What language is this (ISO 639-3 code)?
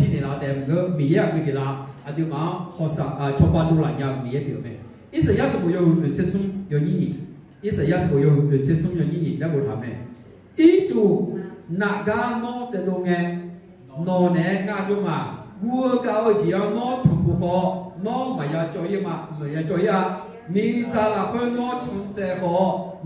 ahk